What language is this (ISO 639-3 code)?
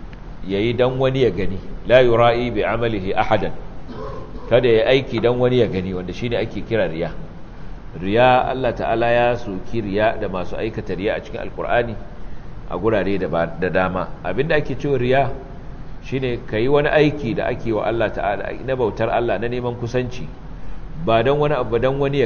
hau